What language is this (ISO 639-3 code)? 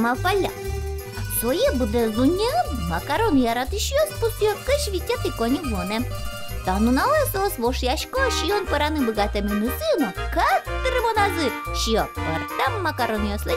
udm